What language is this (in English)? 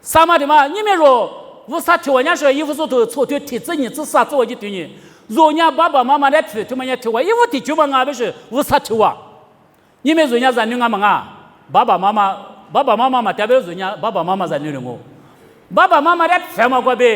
Lisu